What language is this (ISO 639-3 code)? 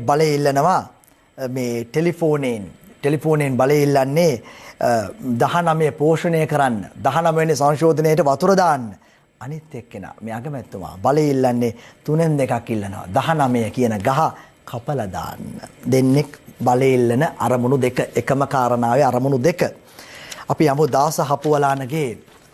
sin